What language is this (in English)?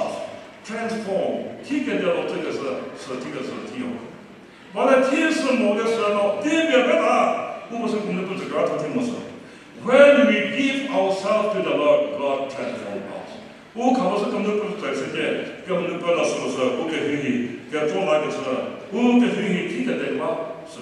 Chokri Naga